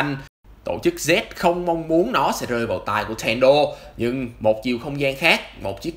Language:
Vietnamese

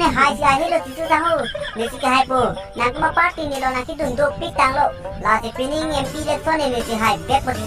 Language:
Karbi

